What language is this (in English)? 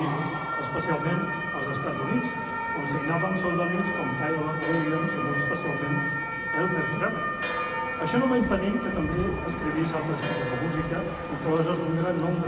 Catalan